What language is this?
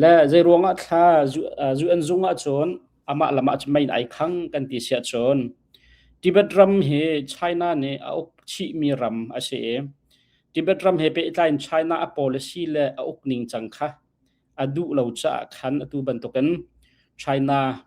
Hakha Chin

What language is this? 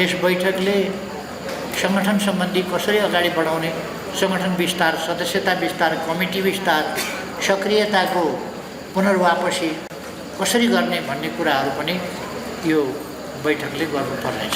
Nepali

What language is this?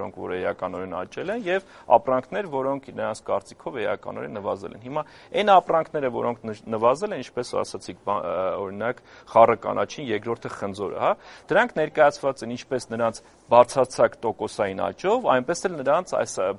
Armenian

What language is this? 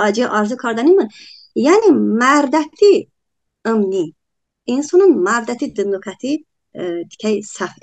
Talysh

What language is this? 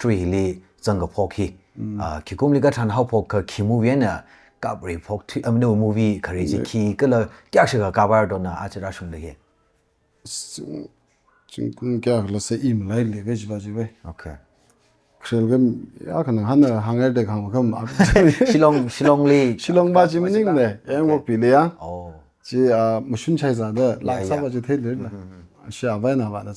Tangkhul Naga (India)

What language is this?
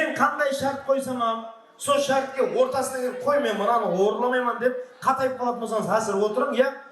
Kara-Kalpak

